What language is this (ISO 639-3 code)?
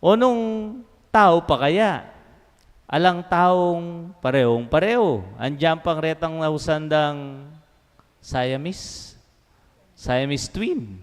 pam